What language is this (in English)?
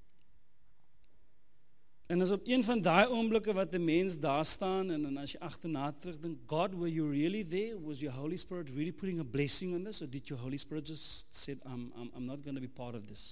Afrikaans